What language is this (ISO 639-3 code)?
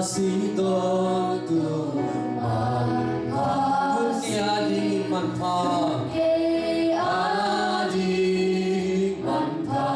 ctd